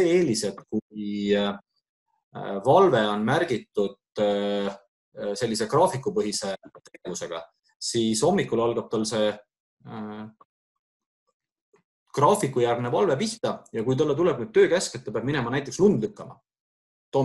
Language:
Estonian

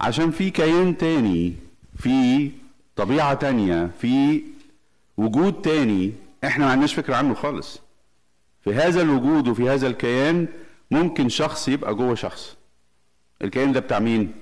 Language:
Egyptian Arabic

